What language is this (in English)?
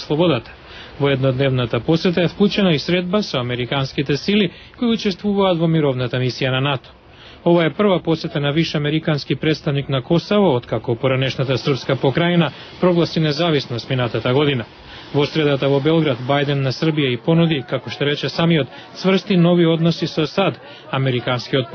Macedonian